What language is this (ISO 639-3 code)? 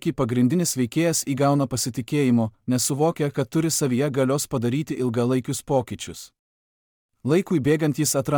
lit